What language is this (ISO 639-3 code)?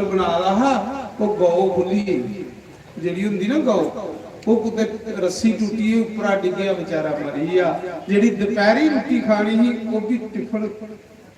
doi